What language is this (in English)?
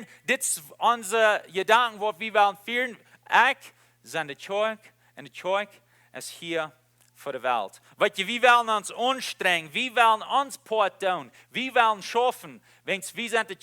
Plautdietsch